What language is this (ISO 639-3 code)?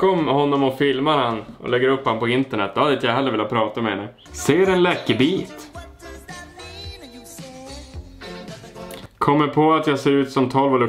swe